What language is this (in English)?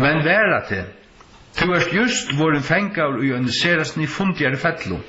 Faroese